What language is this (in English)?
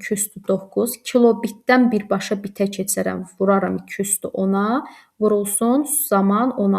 Azerbaijani